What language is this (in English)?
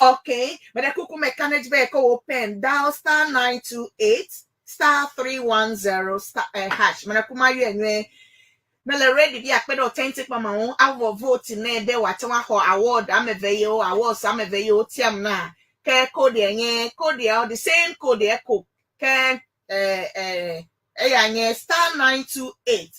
Ewe